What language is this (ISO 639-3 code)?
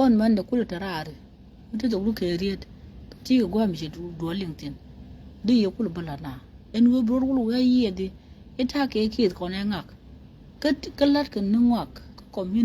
nus